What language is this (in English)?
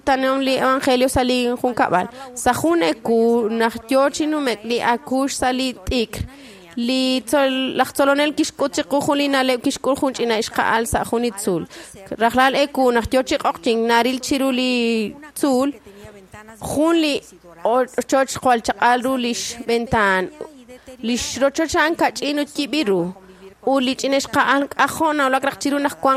Kekchí